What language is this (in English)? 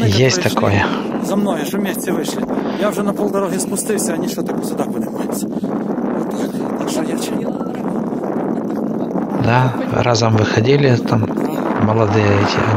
Ukrainian